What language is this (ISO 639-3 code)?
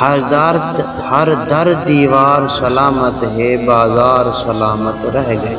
skr